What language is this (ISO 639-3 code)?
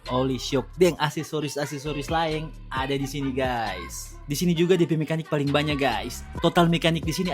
xmm